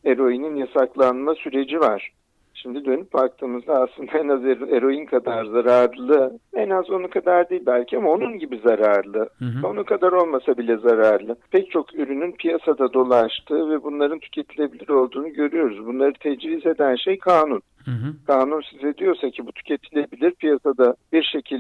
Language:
Turkish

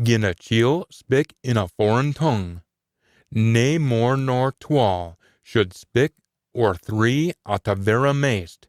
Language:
Scots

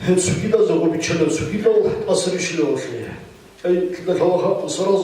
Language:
Avaric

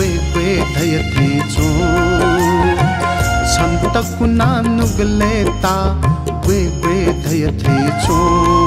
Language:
Newari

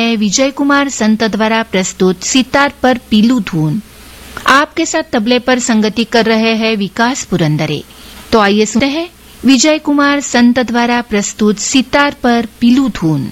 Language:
Hindi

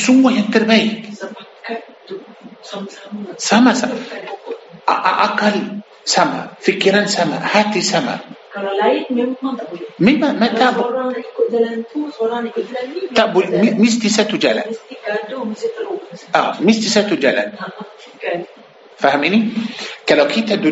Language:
Malay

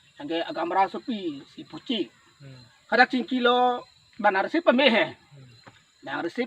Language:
Karbi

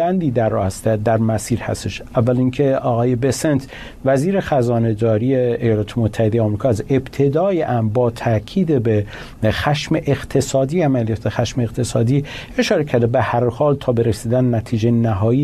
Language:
Persian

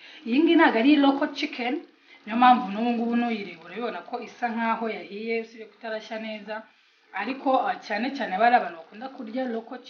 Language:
Kinyarwanda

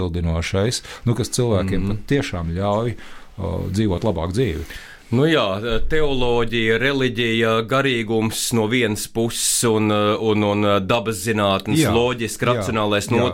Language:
Latvian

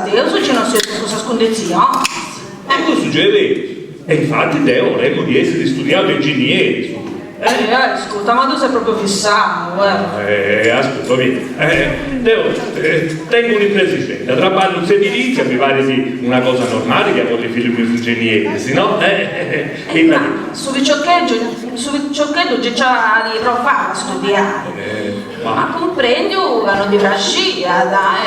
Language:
Sardinian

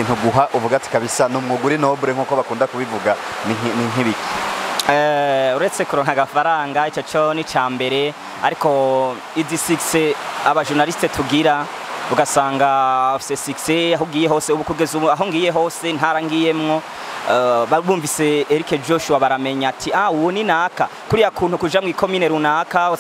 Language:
Rundi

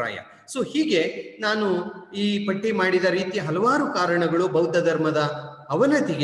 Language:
Kannada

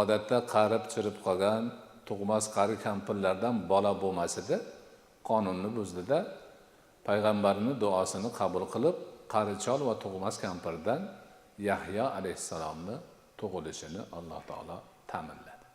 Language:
Uzbek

